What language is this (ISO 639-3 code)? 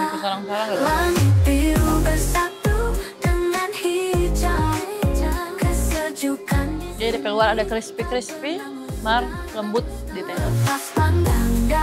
xmm